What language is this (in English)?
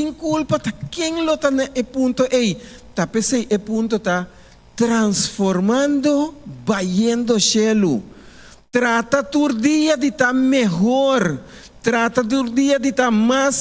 Papiamento